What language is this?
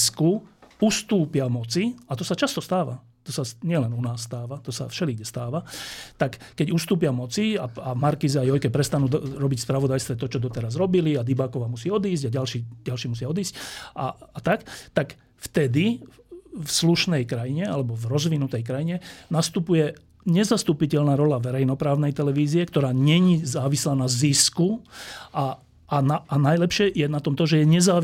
Slovak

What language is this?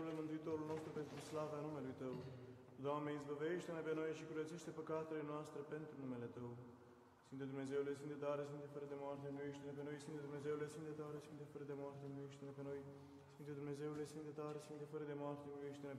Romanian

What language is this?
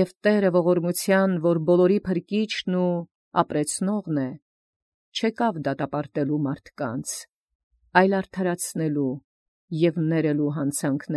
Armenian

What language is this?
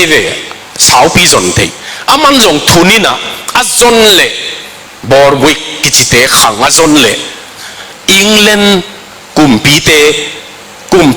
Tedim Chin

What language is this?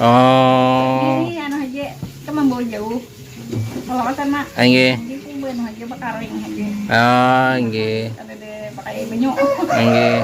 Banjar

